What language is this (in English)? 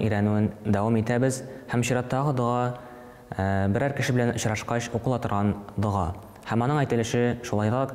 Tatar